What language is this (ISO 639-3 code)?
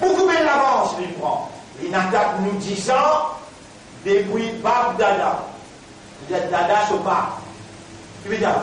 mfe